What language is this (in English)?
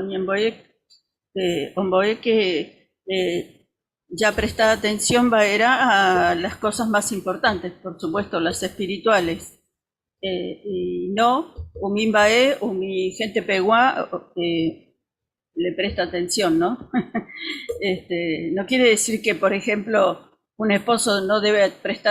Guarani